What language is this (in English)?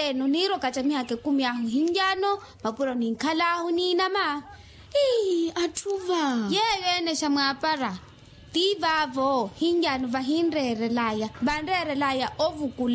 Makhuwa